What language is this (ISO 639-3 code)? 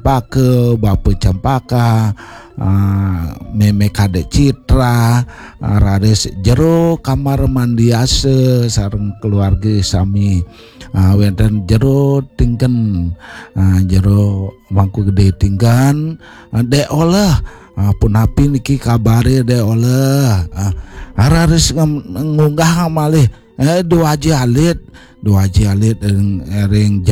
ban